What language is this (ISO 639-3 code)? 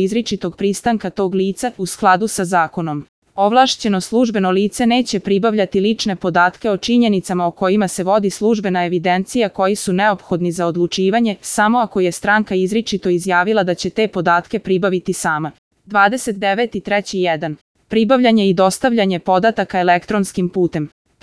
srp